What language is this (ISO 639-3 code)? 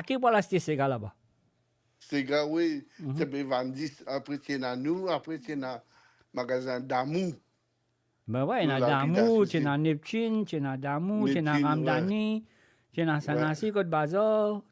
mfe